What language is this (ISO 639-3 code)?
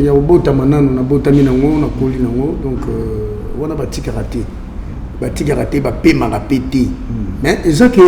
lin